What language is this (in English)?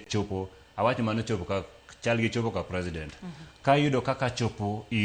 Luo (Kenya and Tanzania)